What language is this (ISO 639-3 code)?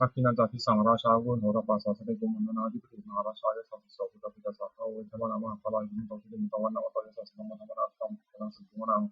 pli